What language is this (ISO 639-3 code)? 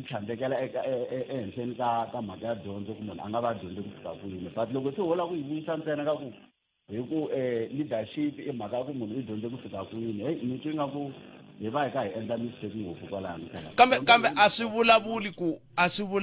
tso